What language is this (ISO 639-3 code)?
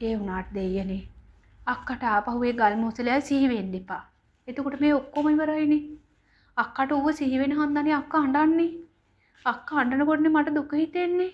sin